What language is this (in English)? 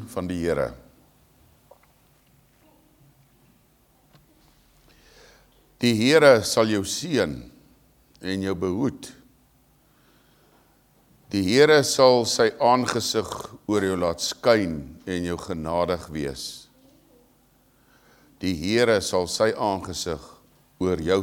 Afrikaans